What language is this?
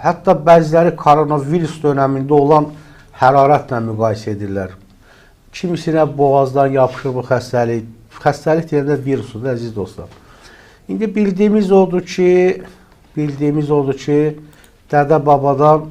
Azerbaijani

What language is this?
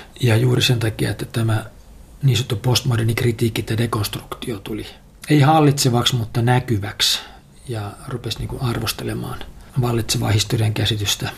Finnish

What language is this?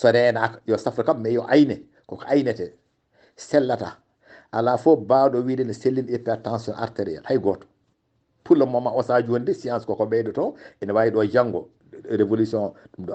Fula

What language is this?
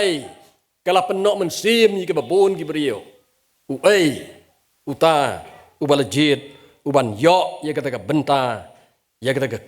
Khasi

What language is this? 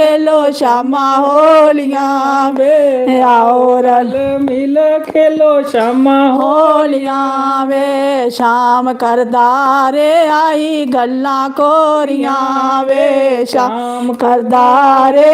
Dogri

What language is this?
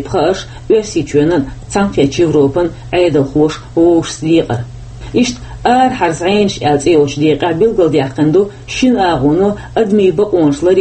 Chechen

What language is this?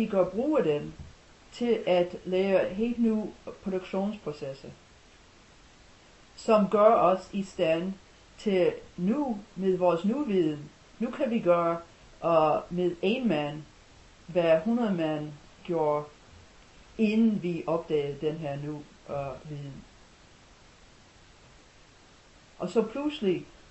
Danish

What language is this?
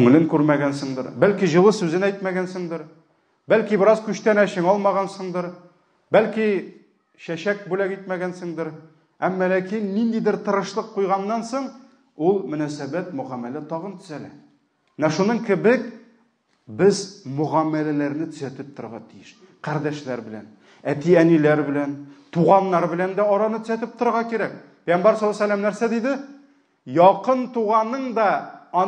Tatar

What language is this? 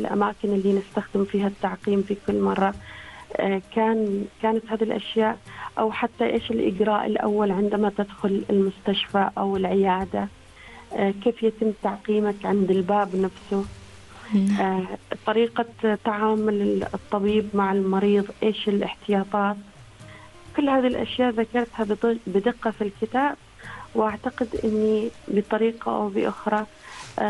Arabic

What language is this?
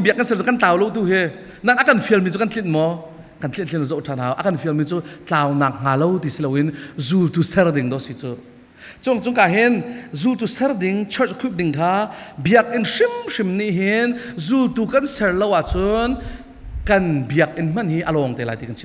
Falam Chin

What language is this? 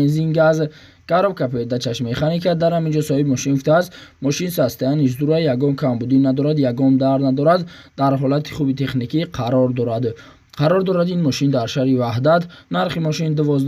Tajik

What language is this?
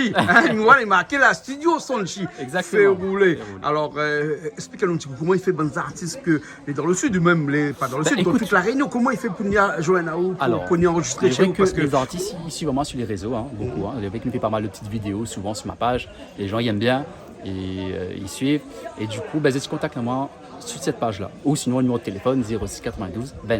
Réunion Creole French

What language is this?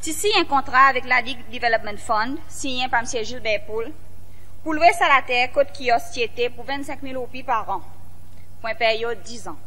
Seselwa Creole French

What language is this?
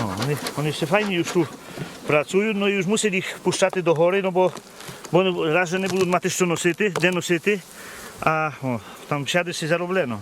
Rusyn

